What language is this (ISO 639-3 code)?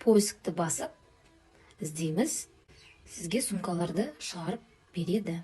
kaz